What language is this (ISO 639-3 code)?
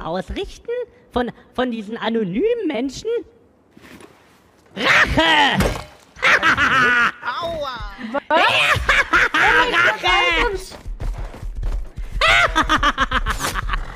deu